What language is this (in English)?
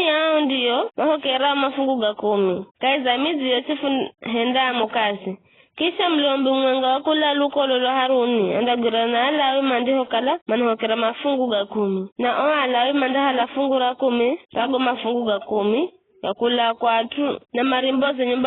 Giryama